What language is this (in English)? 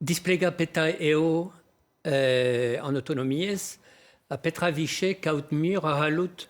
Breton